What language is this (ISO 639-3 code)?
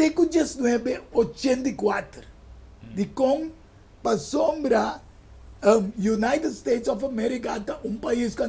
pap